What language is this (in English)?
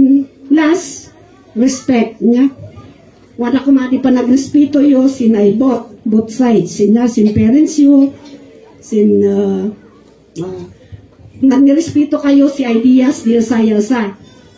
Kankanaey